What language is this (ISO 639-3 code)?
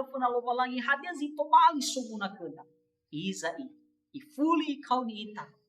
nia